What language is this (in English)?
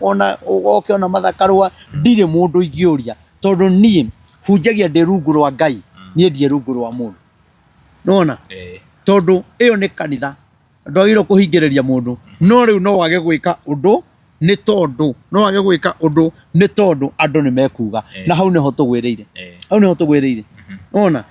Kikuyu